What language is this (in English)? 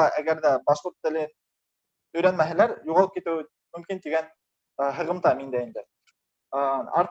Bashkir